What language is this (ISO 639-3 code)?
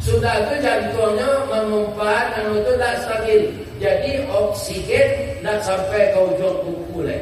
min